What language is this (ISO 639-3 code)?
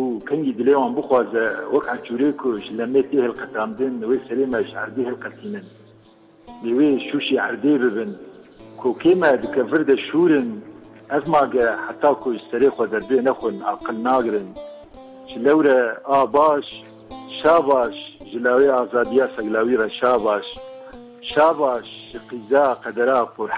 kur